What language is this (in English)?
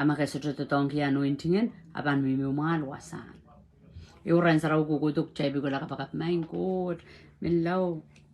Pohnpeian